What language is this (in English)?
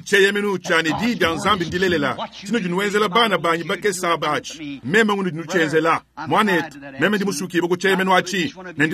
Luba-Lulua